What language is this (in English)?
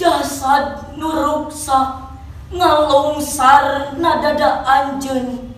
Sundanese